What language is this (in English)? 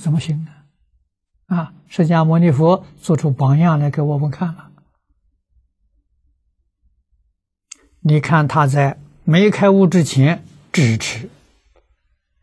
Chinese